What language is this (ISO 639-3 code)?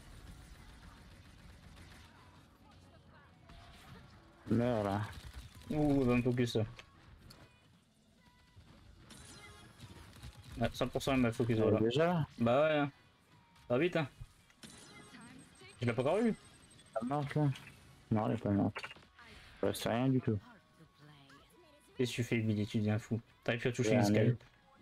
fra